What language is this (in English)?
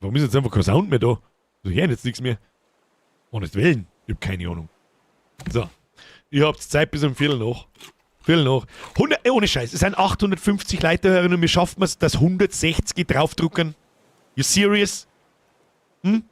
Bavarian